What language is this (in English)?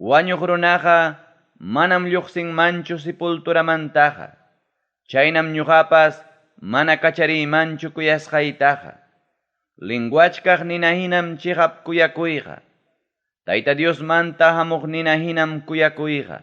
Ayacucho Quechua